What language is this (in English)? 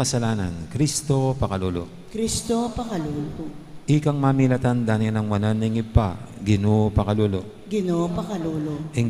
Pampanga